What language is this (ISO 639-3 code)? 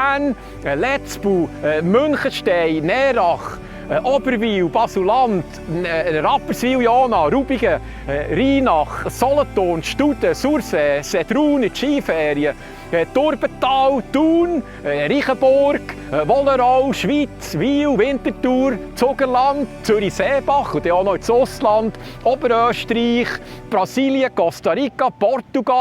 gsw